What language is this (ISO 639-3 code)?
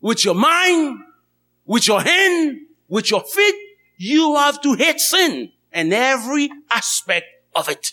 hat